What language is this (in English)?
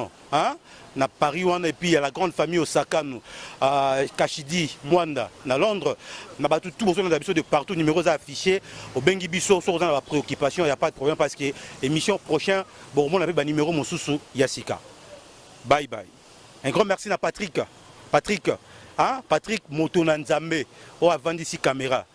Lingala